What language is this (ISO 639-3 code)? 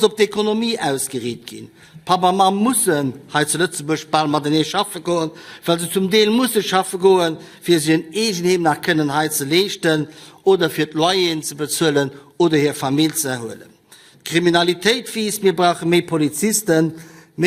ltz